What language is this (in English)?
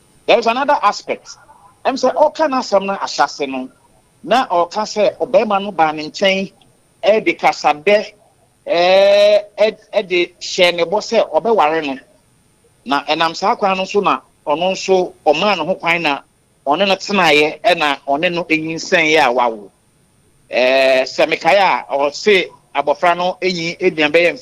Akan